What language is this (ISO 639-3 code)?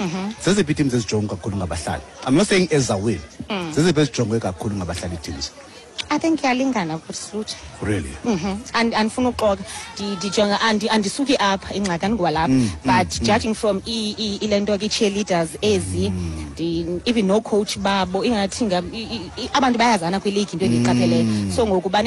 xho